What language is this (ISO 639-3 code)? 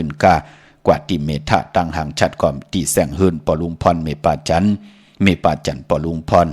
shn